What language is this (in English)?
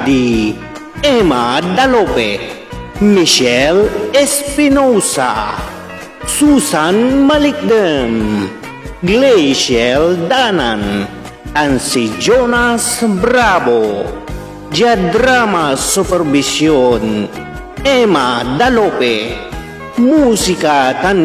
Pangasinan